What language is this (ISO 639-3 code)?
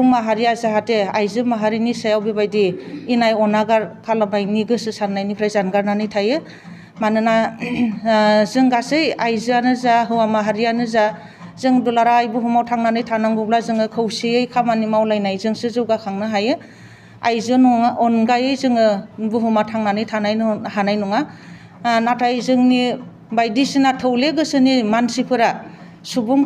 brx